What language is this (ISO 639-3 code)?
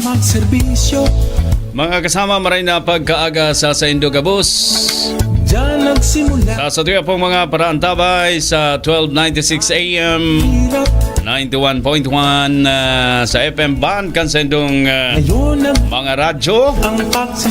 bik